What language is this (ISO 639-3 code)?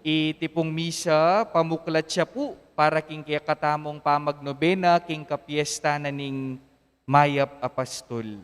pam